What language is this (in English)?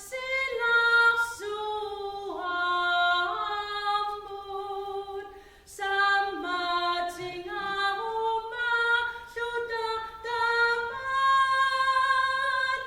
Kalaallisut